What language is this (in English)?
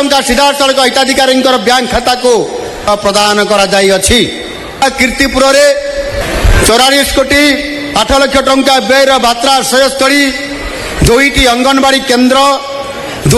Odia